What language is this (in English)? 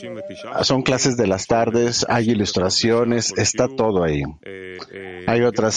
Spanish